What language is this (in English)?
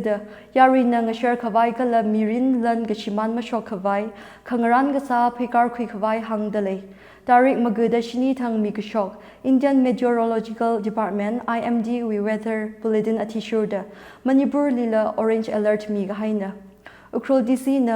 Tangkhul Naga (India)